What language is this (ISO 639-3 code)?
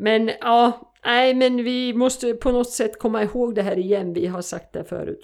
swe